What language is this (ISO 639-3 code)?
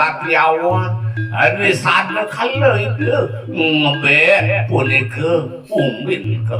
ban